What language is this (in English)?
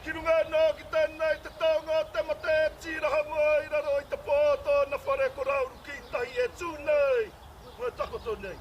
Māori